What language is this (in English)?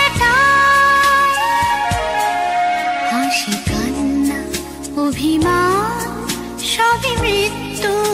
Bangla